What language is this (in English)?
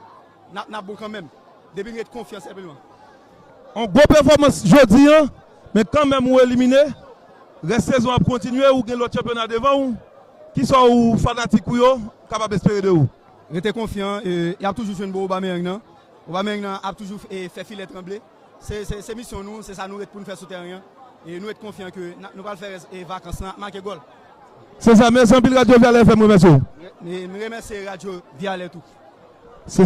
Haitian Creole